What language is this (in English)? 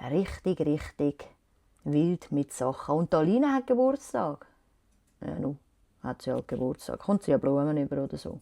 Swiss German